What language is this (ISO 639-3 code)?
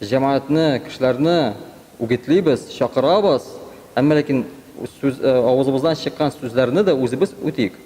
tat